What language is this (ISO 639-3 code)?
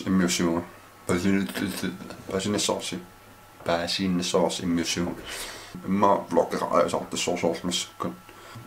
kal